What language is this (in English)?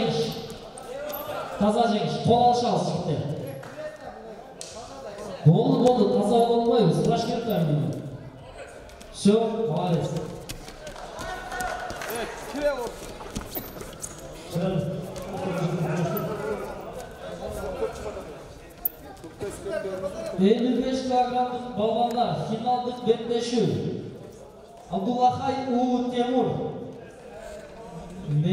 Kazakh